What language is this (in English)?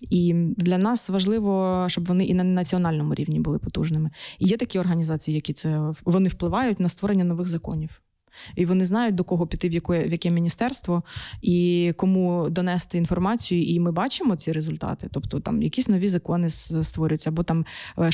Ukrainian